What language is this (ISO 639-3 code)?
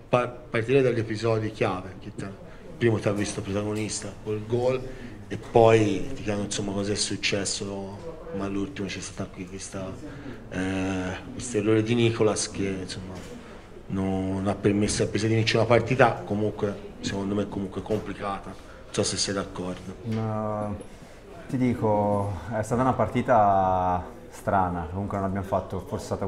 ita